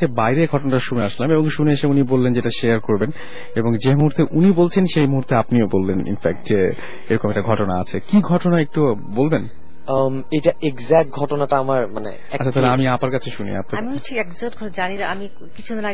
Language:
Bangla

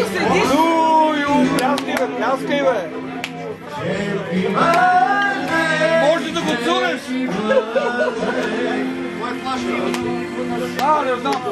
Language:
Bulgarian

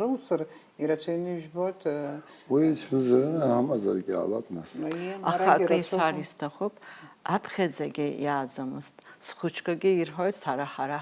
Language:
Abkhazian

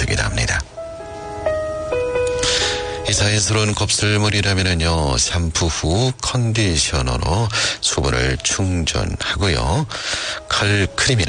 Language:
Korean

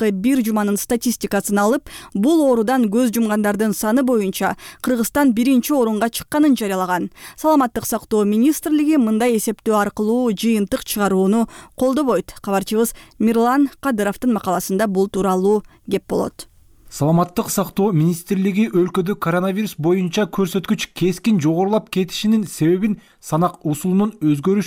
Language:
Kyrgyz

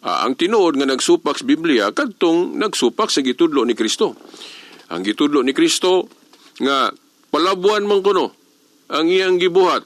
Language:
Cebuano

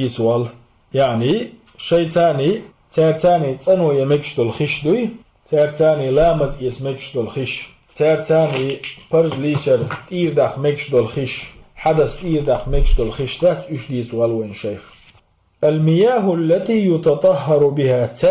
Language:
Chechen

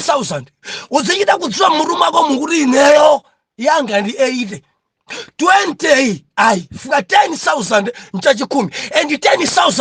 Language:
Nyanja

